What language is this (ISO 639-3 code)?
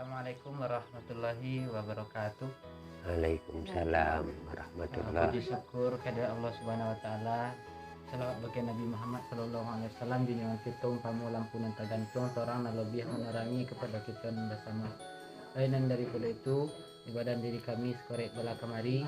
min